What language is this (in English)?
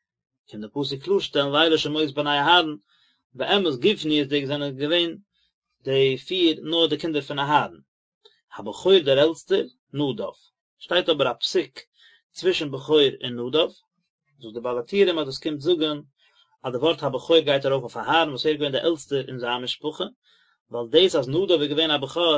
Yiddish